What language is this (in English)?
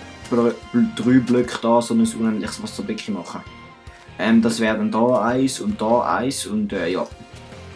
Swiss German